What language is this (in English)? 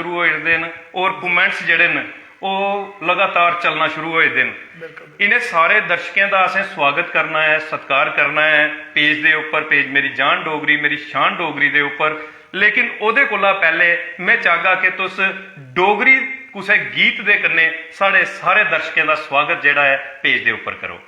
Dogri